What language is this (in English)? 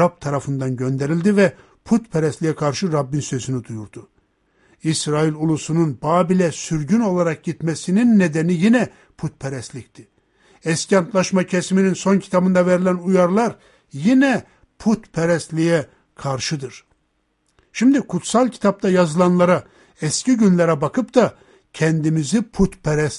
Turkish